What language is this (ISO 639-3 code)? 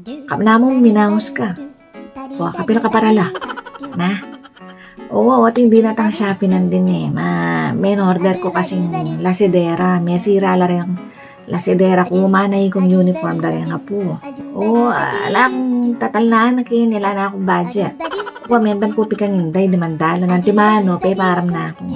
pam